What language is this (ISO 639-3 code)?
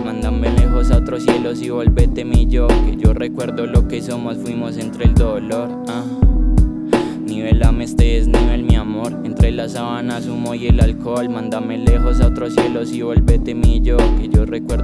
spa